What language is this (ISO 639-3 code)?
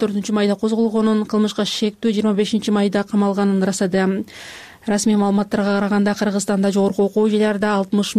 kir